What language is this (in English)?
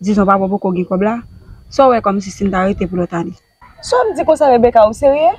Haitian Creole